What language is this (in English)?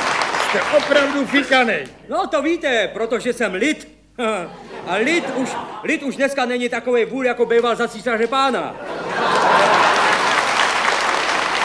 Czech